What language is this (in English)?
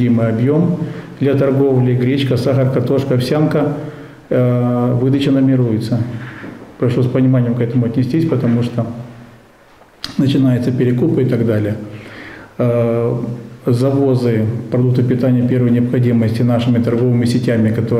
Russian